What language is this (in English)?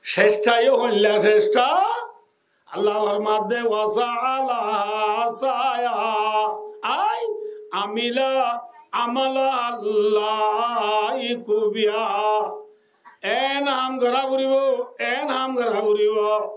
Rohingya